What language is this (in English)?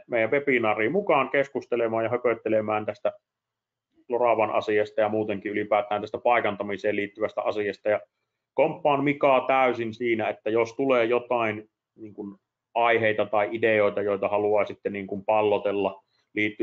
Finnish